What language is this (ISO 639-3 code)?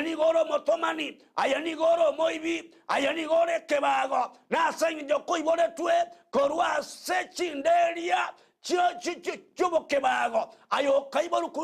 guz